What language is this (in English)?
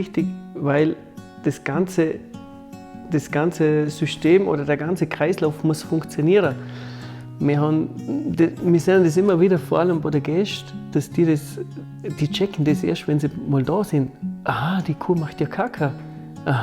Bavarian